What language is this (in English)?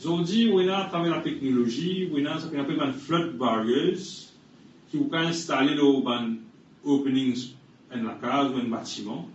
Morisyen